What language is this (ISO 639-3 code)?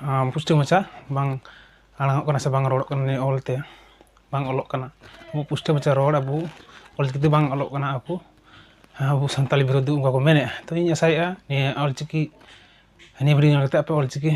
sat